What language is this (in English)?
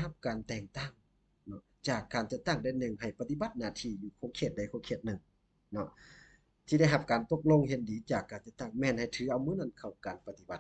Lao